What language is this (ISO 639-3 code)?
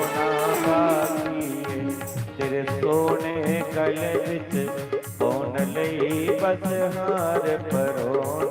doi